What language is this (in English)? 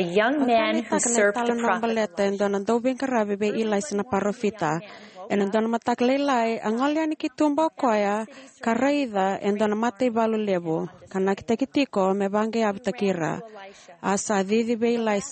Fijian